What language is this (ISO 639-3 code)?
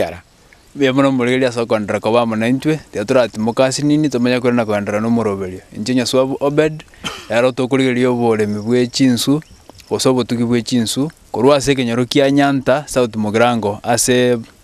guz